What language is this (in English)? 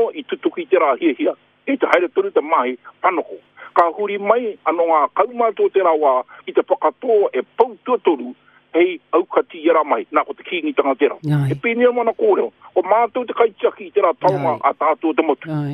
Māori